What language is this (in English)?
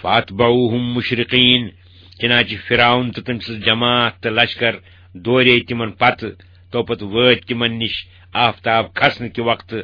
Kashmiri